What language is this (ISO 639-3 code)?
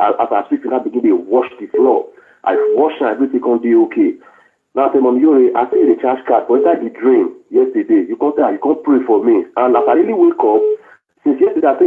pcm